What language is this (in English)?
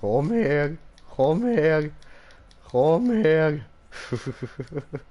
Swiss German